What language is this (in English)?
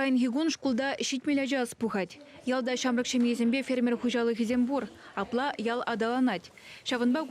Chuvash